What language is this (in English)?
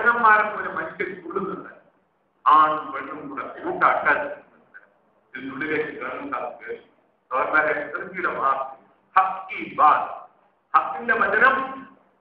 Malayalam